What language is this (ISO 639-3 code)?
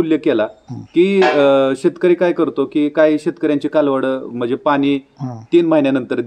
mar